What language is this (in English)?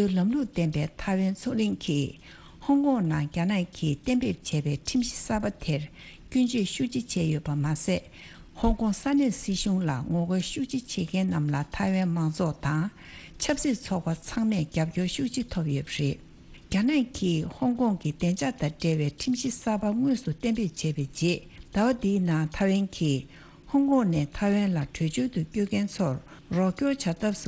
Tibetan